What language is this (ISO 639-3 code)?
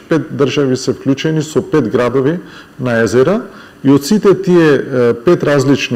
mkd